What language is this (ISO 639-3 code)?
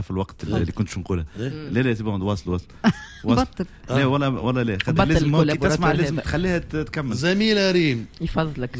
aeb